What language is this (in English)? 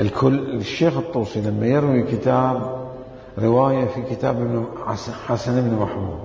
Mesopotamian Arabic